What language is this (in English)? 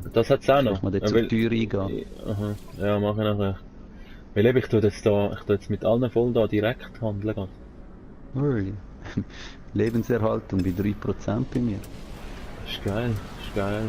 Swiss German